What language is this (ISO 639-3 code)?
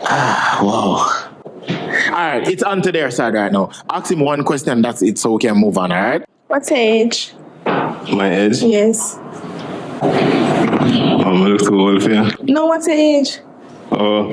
jam